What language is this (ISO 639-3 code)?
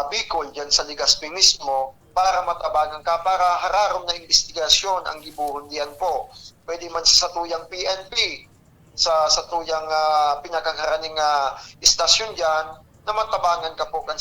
bik